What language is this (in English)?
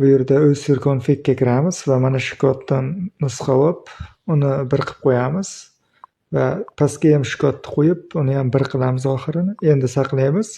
Uzbek